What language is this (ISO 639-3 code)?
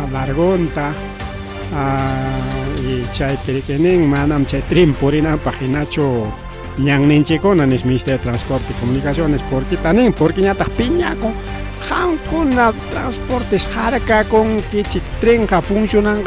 quy